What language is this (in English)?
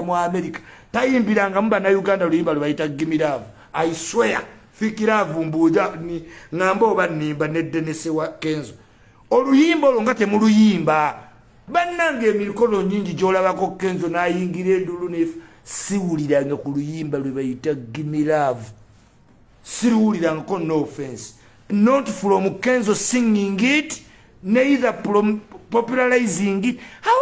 Ganda